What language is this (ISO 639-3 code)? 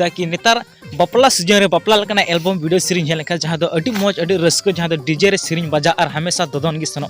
sat